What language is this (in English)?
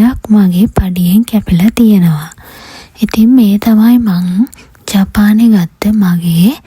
Sinhala